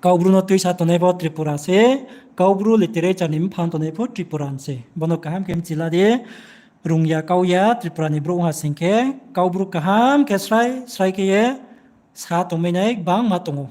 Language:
Riang (India)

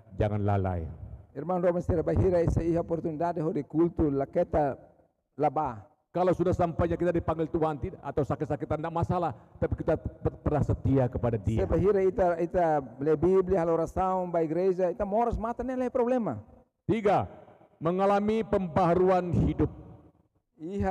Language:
Tetum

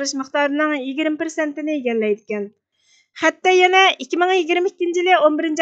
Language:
Uyghur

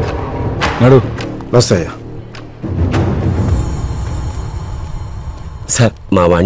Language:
Telugu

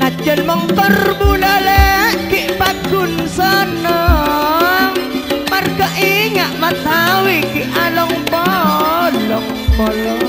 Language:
Madurese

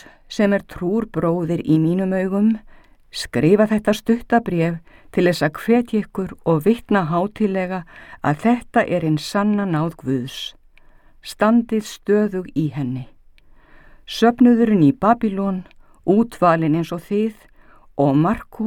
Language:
Icelandic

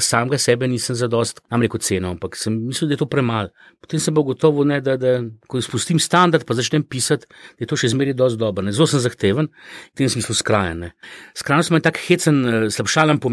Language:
Slovenian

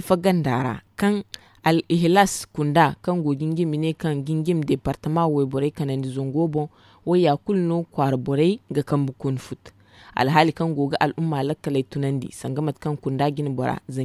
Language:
Zarma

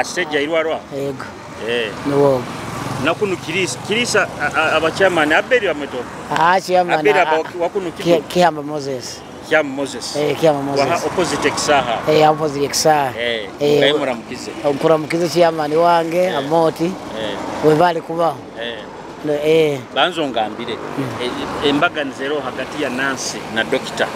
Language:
Nyoro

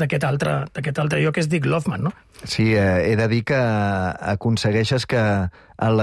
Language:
Catalan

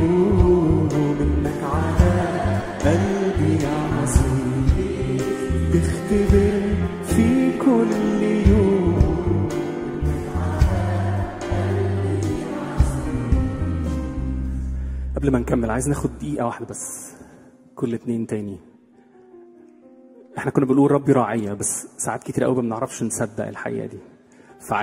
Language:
Egyptian Arabic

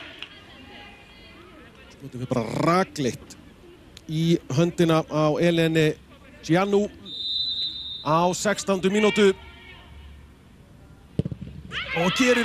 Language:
Icelandic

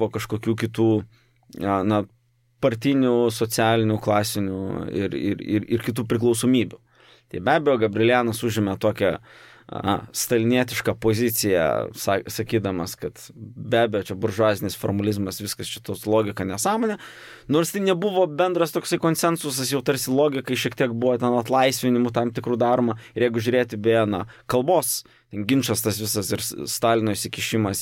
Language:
Lithuanian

